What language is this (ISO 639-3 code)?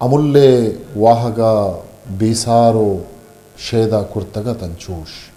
bgp